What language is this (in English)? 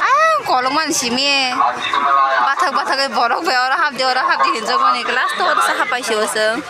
Kok Borok